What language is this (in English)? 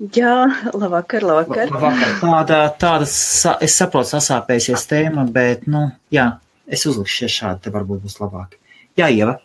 Latvian